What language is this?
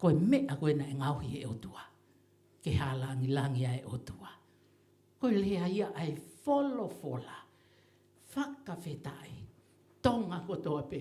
Tongan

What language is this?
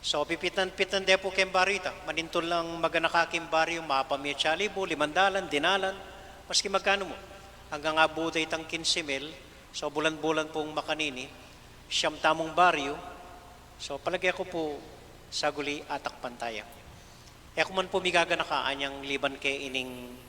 Pampanga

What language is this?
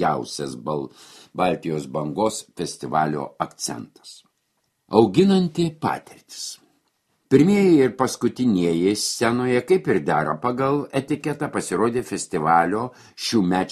Lithuanian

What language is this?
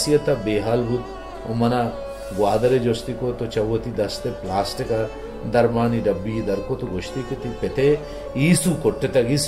Baluchi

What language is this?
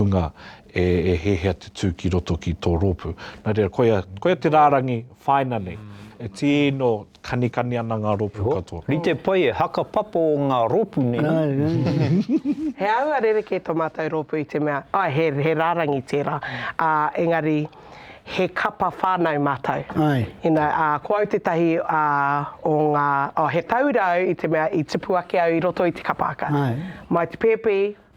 Māori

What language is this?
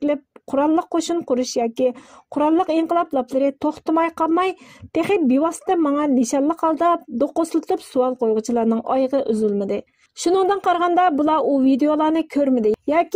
Uyghur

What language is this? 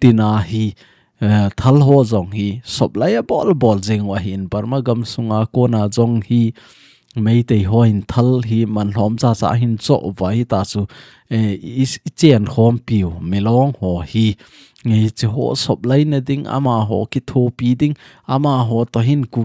Thado Chin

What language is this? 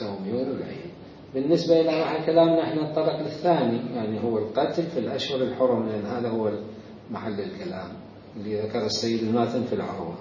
Mesopotamian Arabic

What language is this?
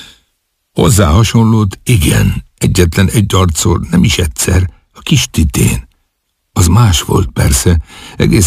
Hungarian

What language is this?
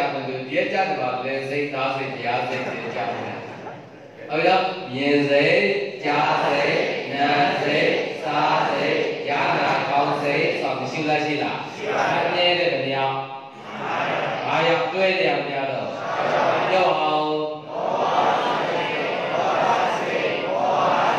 Burmese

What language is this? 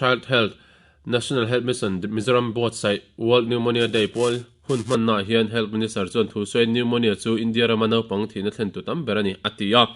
Mizo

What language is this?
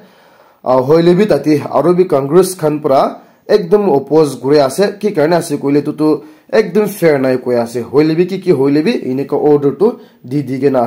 Naga Pidgin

